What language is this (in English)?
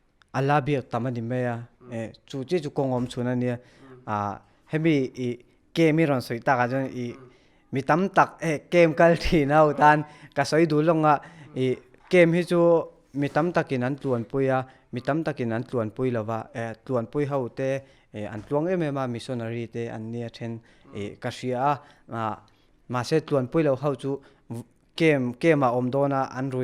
Mizo